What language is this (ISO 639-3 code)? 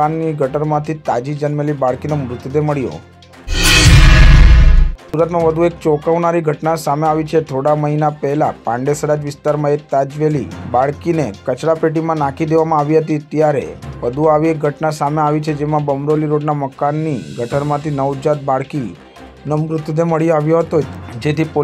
guj